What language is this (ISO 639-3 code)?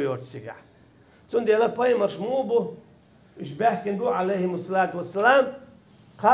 che